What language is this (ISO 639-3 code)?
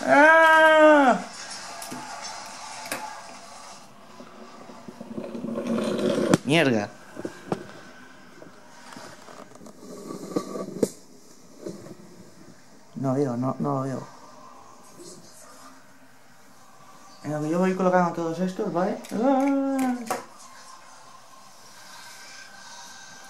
spa